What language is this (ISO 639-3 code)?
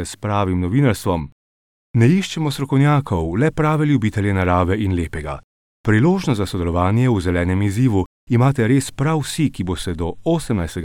slv